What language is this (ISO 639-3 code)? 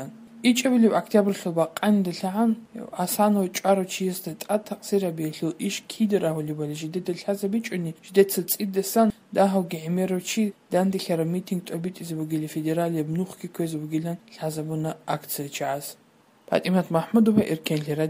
ava